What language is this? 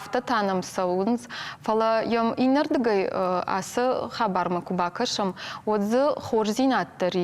Ossetic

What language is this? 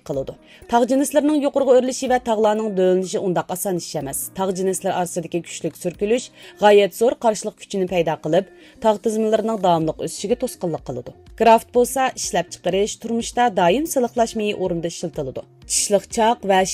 Uyghur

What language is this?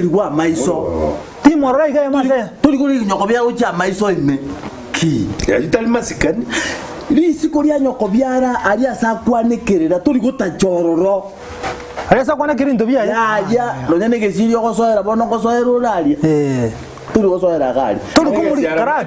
Gusii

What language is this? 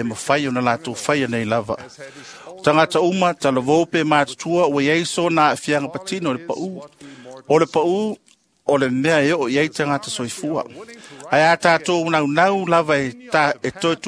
Samoan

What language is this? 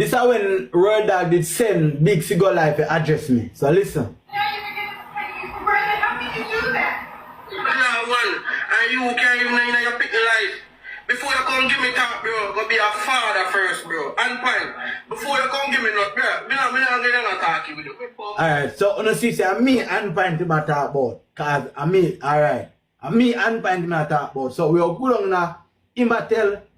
Jamaican Creole English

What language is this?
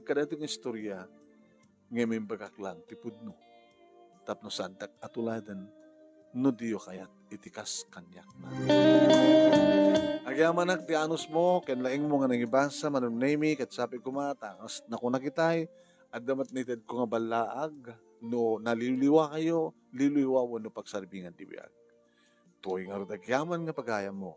Iloko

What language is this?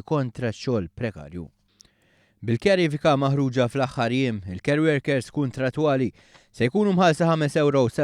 Maltese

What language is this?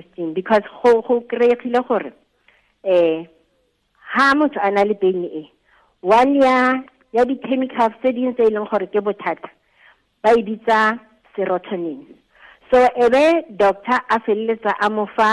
Tswana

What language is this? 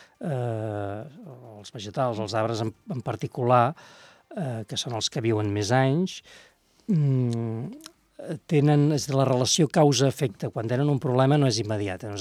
Catalan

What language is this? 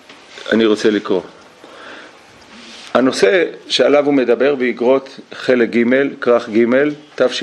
Hebrew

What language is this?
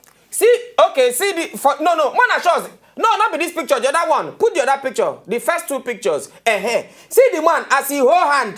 Nigerian Pidgin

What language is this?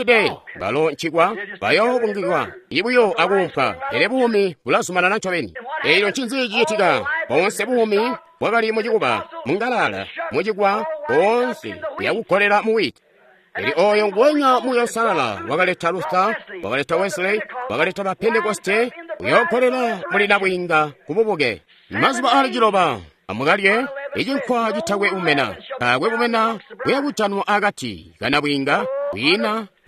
Tonga (Zambia)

